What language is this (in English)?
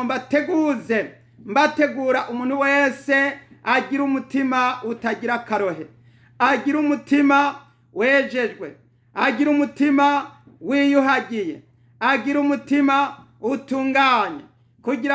Rundi